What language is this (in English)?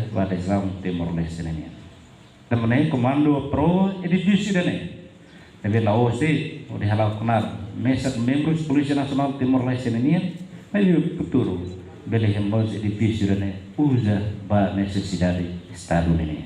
Tetum